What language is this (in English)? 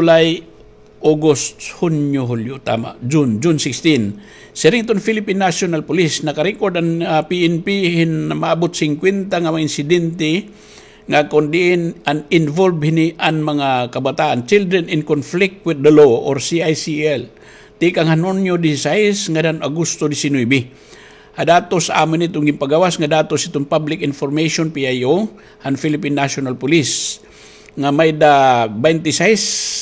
Waray